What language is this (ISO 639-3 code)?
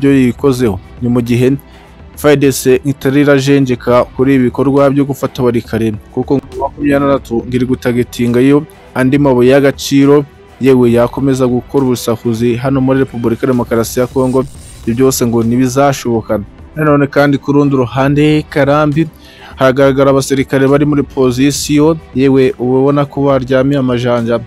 kin